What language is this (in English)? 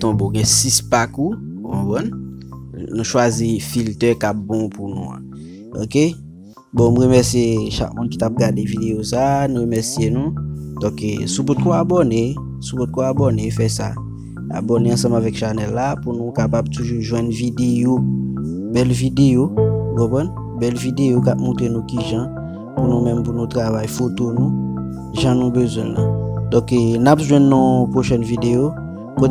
Haitian Creole